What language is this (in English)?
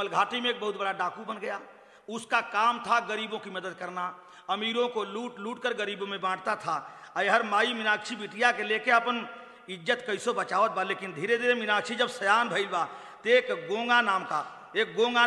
Bhojpuri